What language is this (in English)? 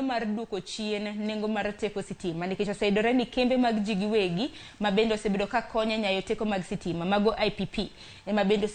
Luo (Kenya and Tanzania)